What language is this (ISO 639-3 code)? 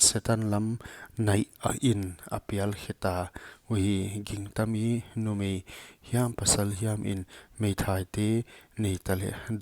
pck